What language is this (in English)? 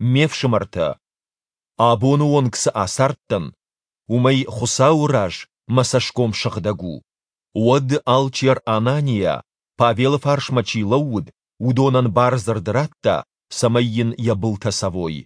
Ossetic